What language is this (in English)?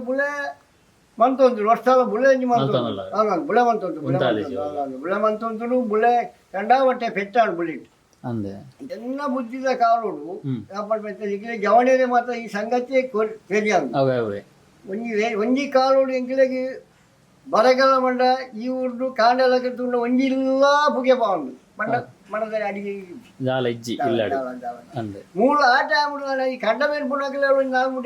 Tulu